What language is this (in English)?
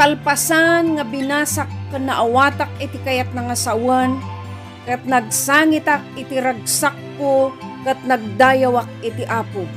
Iloko